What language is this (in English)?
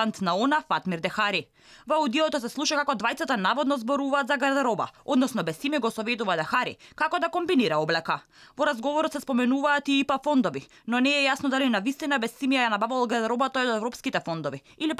Macedonian